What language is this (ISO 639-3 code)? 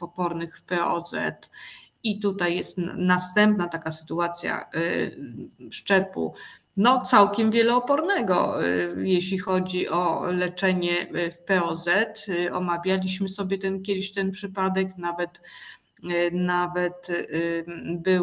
pol